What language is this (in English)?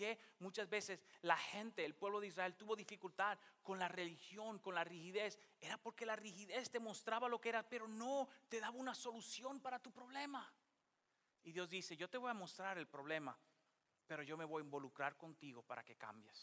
Spanish